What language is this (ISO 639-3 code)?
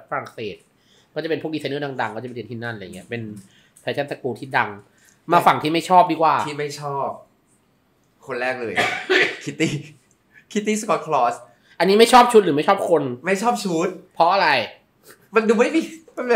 tha